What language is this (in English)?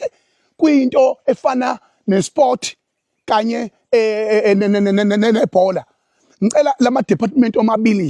Zulu